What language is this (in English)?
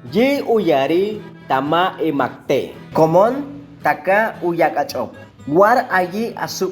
Chortí